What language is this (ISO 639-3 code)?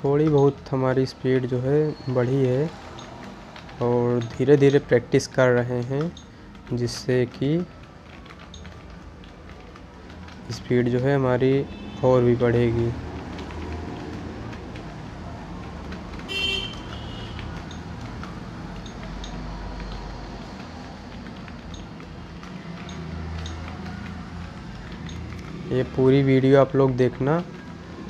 hin